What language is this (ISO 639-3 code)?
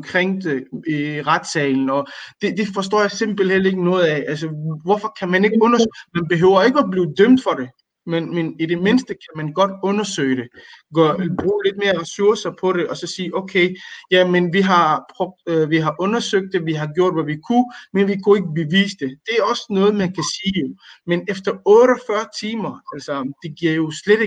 dan